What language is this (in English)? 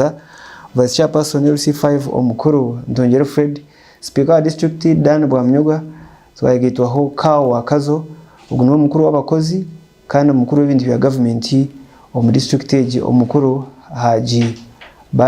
Nyankole